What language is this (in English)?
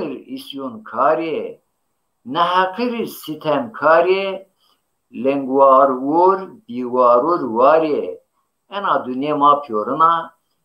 Zaza